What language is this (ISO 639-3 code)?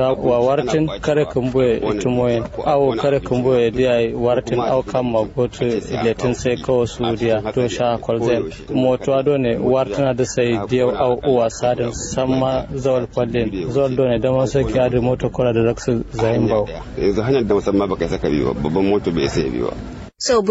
kau